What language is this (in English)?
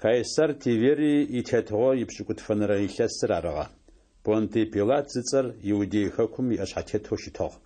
Adyghe